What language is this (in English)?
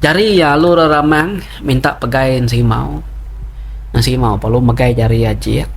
Iban